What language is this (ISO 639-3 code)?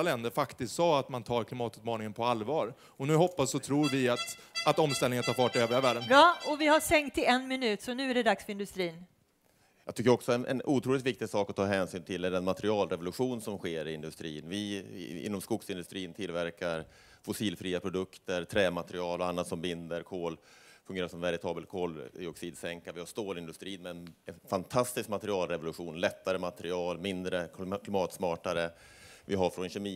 swe